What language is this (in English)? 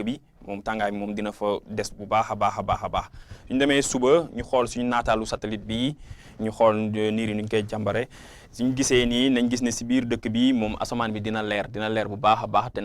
Wolof